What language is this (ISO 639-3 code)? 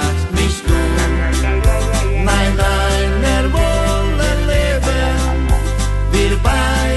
por